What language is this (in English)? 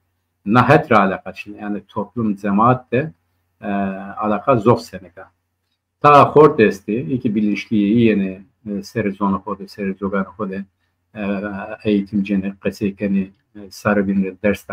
Zaza